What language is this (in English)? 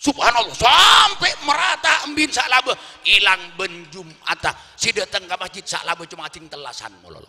Madurese